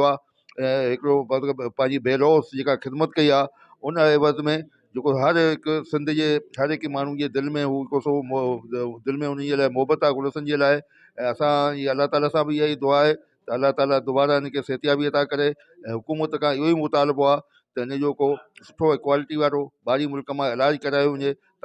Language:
Sindhi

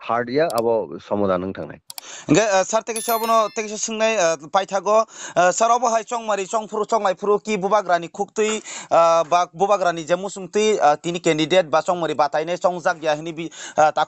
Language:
Kok Borok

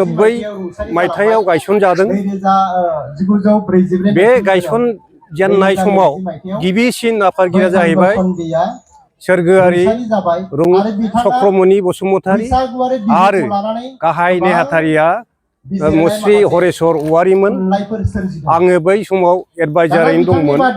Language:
Bodo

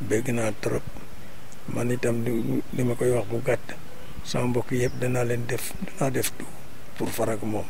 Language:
Wolof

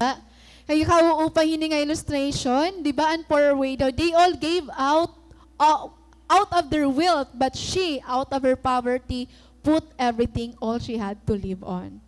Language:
Waray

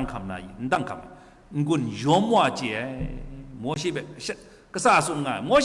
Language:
Kachin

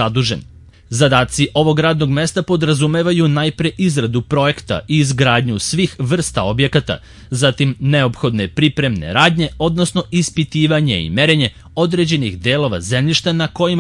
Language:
Serbian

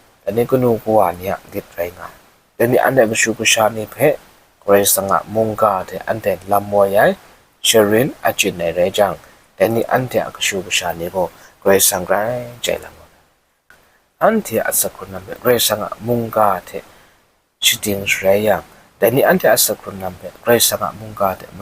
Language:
Kachin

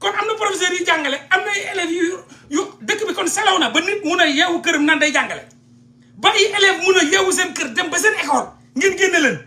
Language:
Wolof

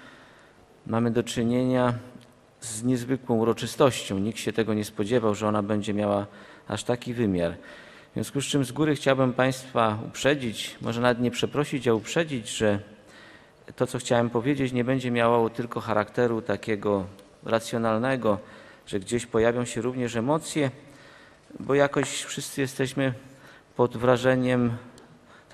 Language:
Polish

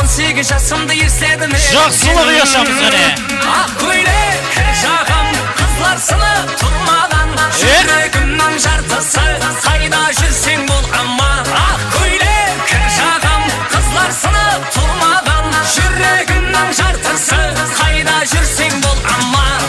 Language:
Kara-Kalpak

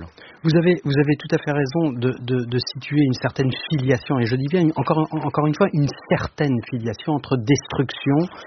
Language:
French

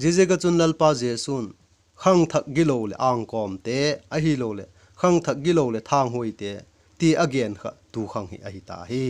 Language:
Vaiphei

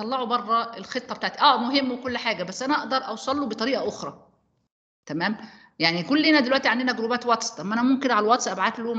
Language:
Egyptian Arabic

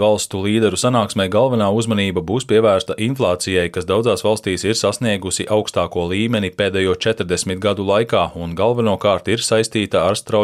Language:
Latvian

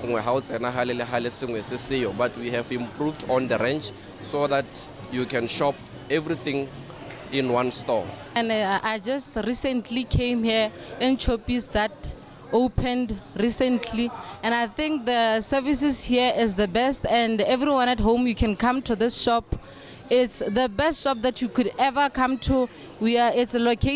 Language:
Tswana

